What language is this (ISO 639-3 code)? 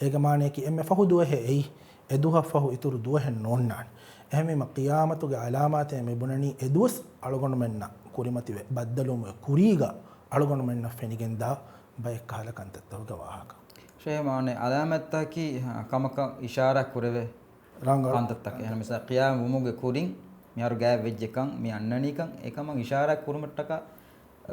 div